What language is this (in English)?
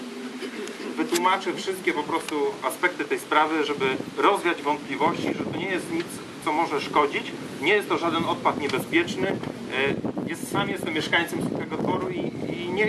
Polish